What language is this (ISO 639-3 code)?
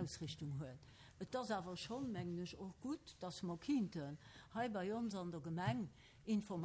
ltz